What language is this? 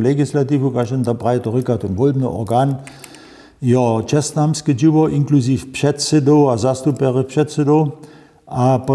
Upper Sorbian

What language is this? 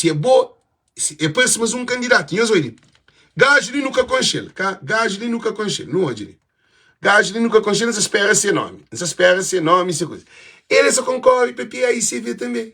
Kabuverdianu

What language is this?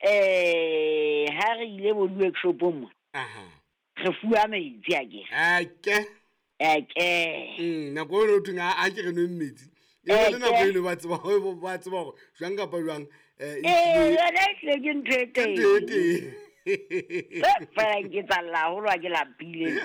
Southern Sotho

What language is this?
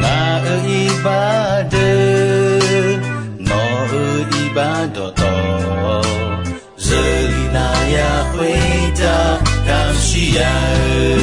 Akha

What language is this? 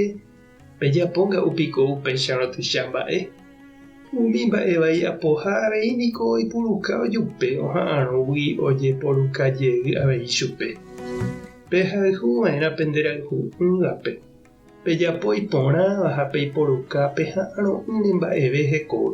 Guarani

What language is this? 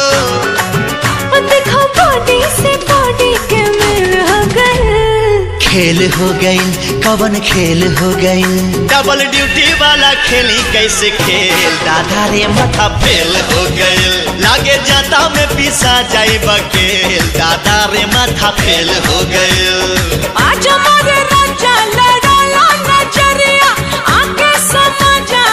Bhojpuri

